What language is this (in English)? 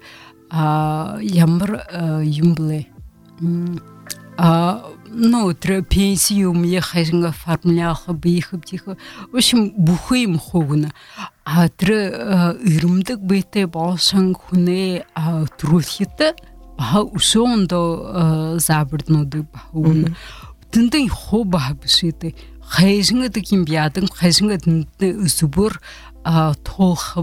Buriat